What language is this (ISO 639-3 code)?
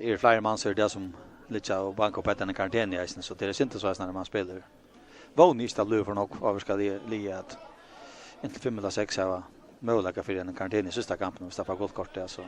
fao